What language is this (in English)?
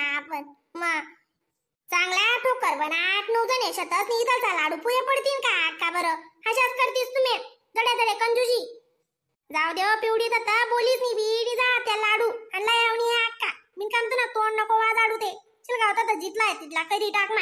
Khandesi